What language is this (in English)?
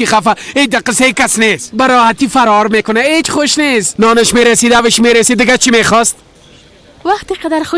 Persian